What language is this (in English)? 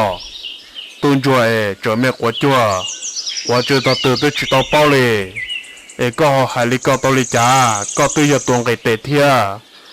Hmong